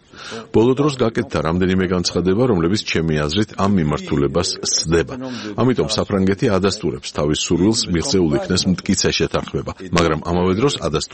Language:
Georgian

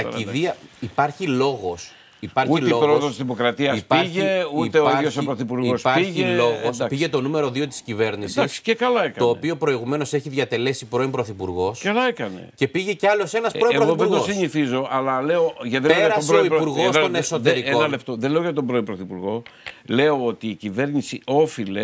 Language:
Greek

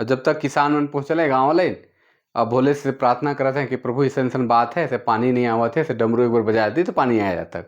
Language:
Sadri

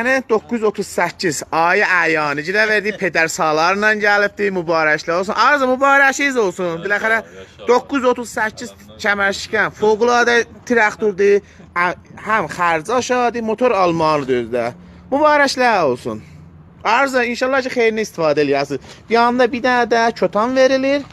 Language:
Azerbaijani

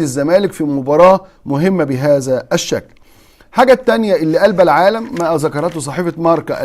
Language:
Egyptian Arabic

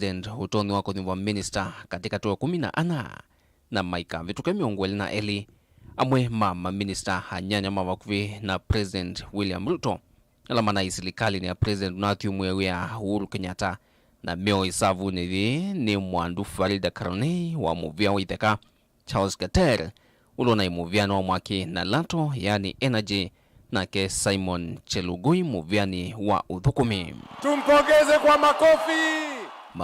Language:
Kamba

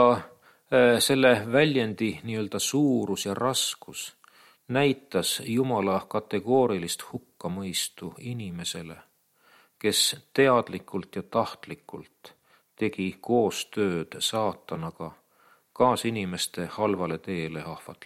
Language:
Estonian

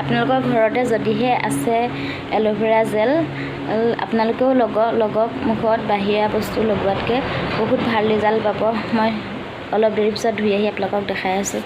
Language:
Assamese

